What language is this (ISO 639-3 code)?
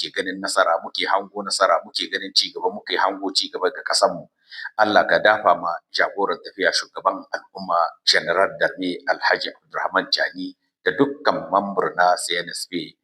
hau